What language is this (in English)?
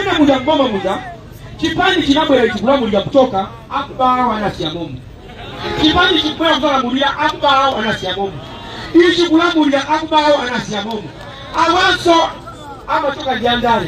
Nyanja